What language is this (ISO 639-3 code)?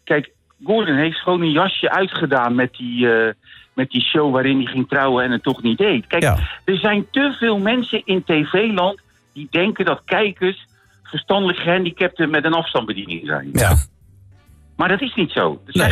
nld